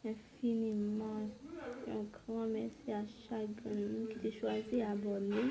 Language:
Haitian Creole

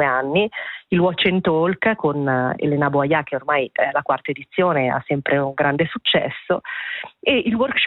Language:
Italian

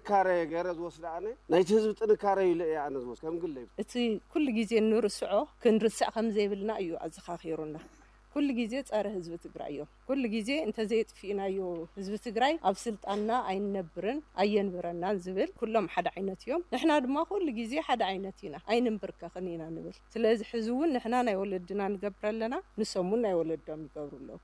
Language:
Tigrinya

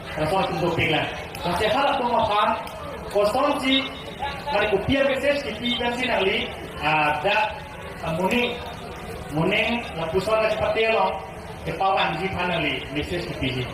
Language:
Karbi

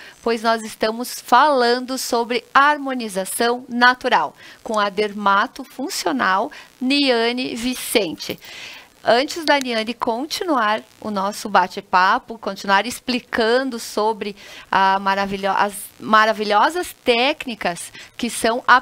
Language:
Portuguese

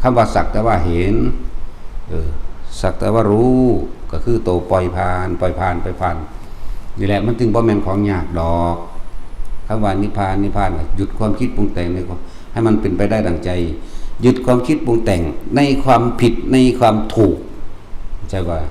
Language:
Northeastern Thai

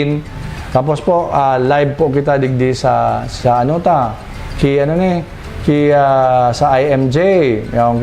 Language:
Bikol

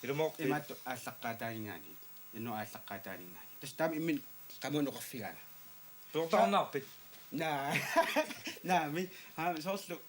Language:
Kalaallisut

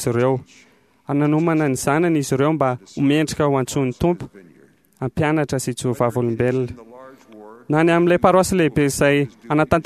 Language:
Malagasy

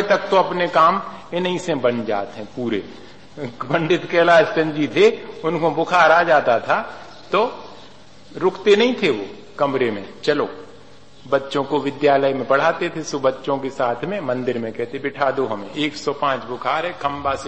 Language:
Hindi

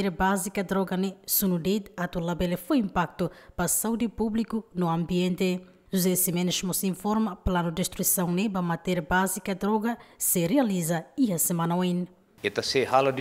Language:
Tetum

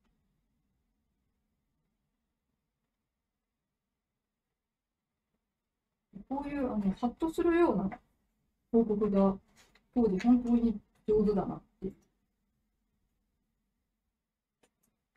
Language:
Japanese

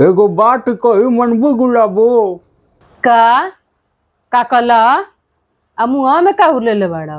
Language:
Bhojpuri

